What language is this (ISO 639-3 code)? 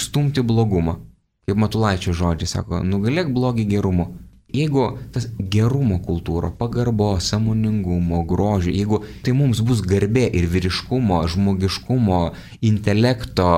lit